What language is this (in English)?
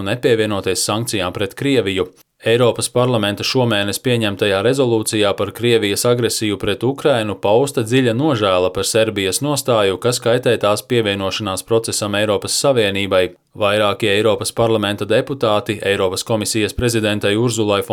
Latvian